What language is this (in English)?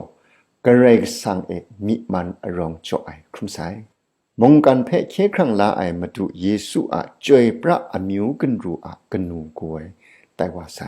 Kachin